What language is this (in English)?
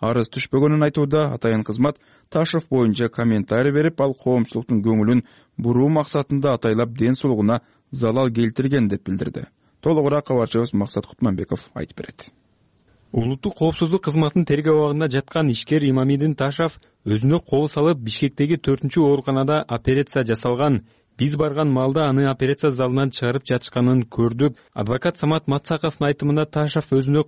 Kyrgyz